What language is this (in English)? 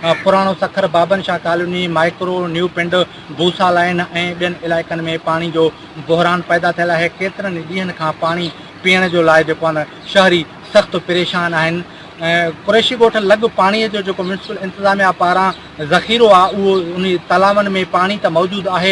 Sindhi